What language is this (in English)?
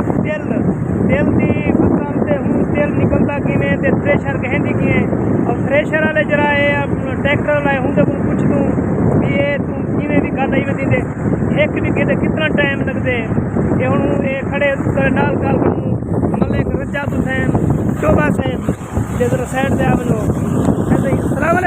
Saraiki